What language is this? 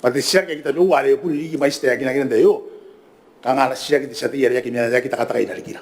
Gilbertese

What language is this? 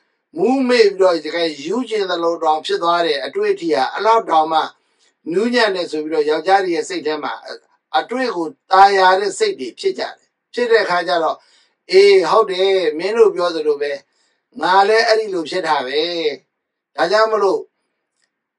Burmese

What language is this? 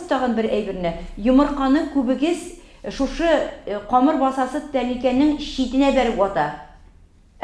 Tatar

